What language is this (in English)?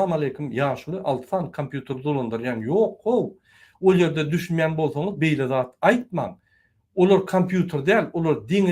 Turkmen